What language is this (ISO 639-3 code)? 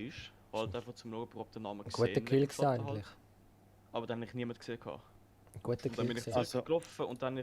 gsw